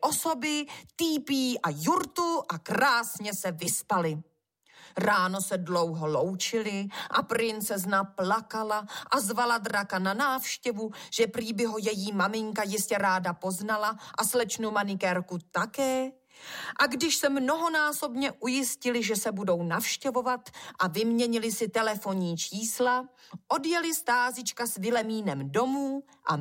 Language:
Czech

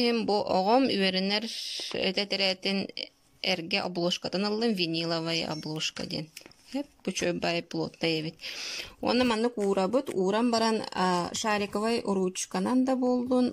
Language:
Yakut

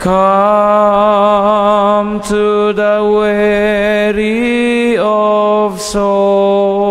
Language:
Cebuano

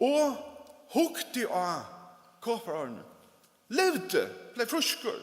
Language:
Faroese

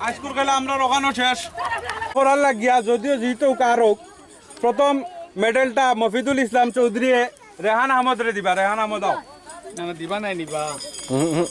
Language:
Sylheti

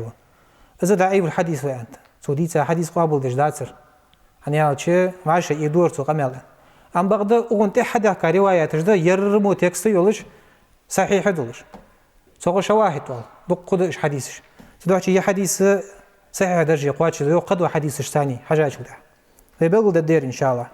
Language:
Ingush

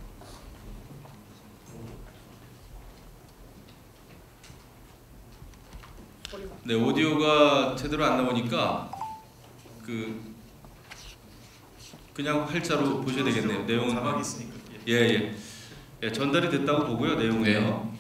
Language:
Korean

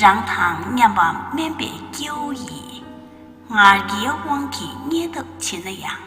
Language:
Tibetan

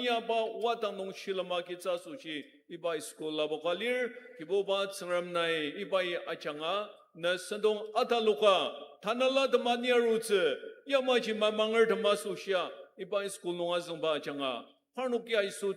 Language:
Ao Naga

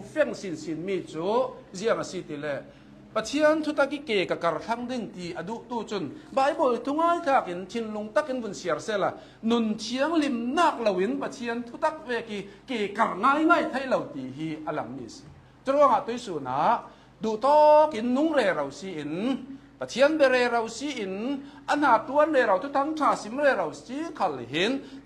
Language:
Hakha Chin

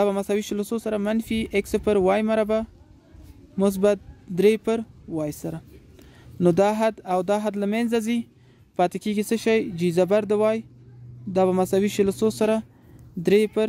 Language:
Pashto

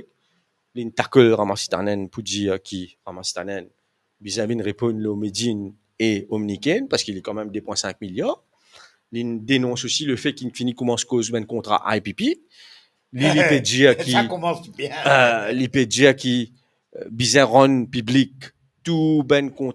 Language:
Morisyen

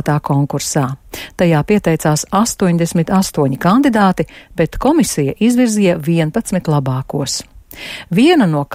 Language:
Latvian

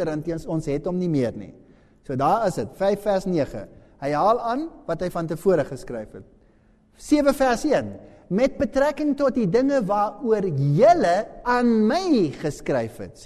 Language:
Afrikaans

